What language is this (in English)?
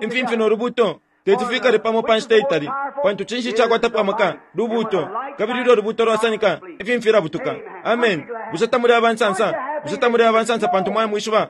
Bemba